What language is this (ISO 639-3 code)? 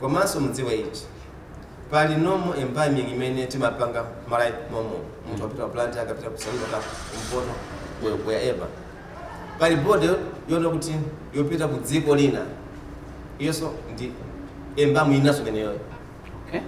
nya